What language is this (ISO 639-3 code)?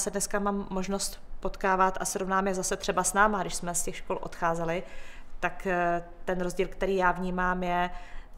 ces